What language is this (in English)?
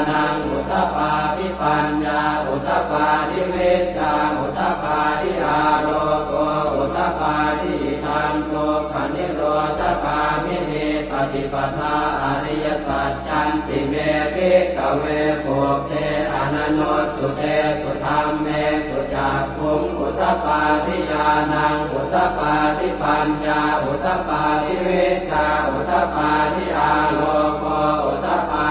Pali